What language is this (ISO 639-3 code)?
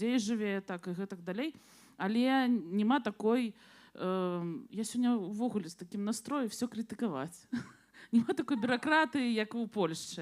bel